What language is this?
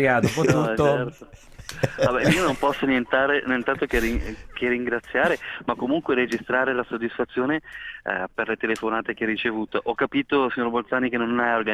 Italian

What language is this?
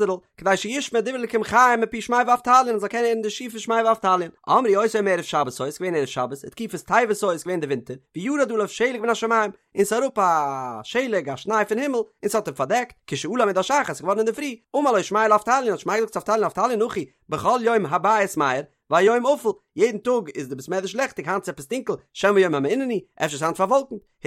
Yiddish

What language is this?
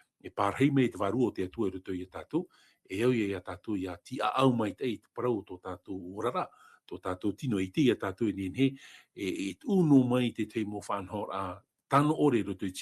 Tahitian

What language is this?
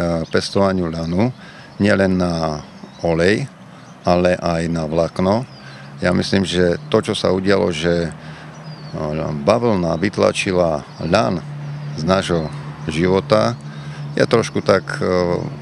Slovak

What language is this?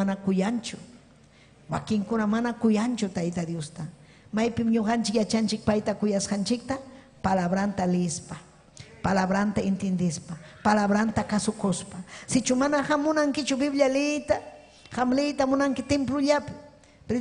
Ayacucho Quechua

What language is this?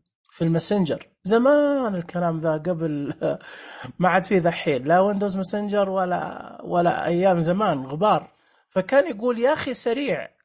Najdi Arabic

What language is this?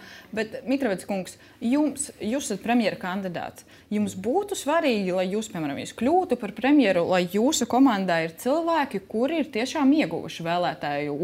Latvian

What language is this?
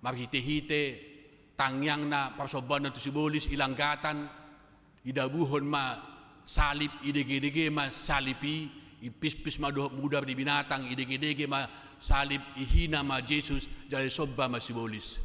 Batak Toba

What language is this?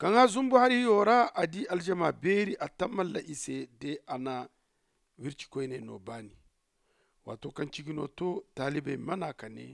Zarma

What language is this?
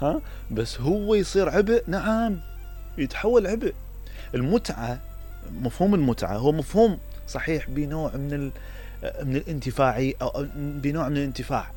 Mesopotamian Arabic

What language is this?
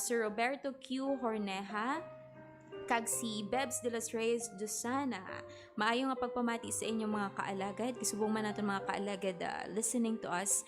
Hiligaynon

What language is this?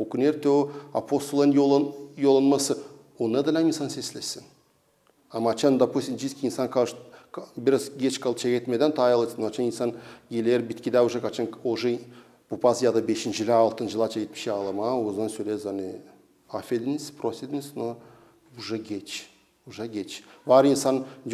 Gagauz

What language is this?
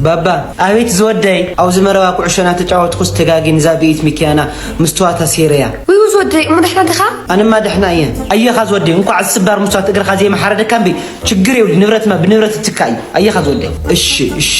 Tigrinya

